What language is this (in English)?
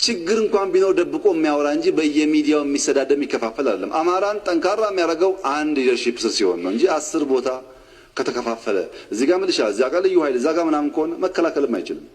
Amharic